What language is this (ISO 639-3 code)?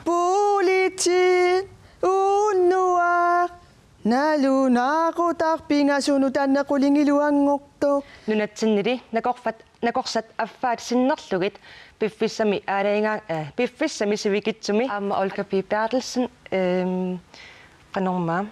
kal